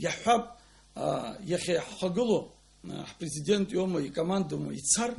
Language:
Abkhazian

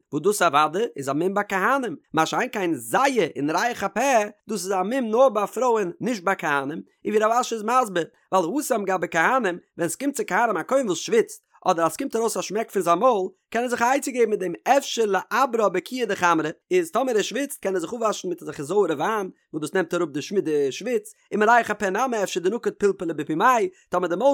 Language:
Yiddish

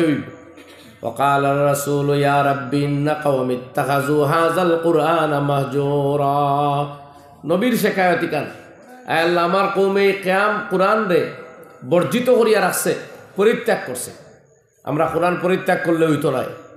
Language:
Sylheti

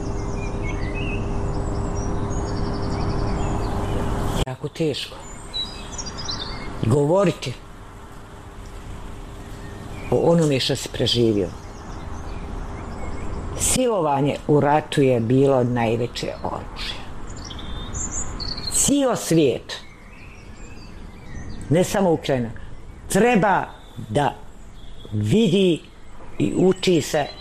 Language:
Bosnian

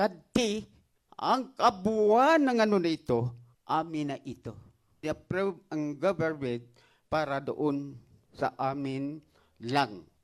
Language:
Filipino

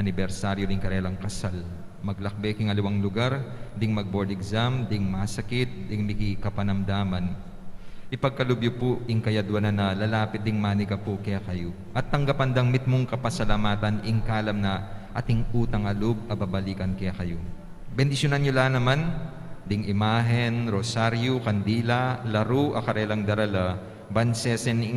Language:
Pampanga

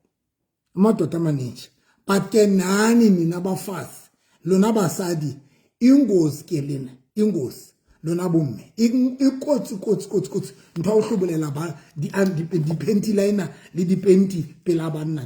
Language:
Southern Sotho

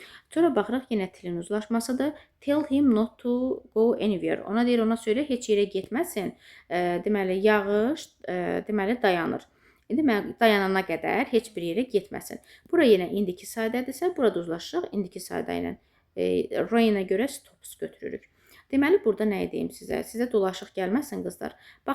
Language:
Azerbaijani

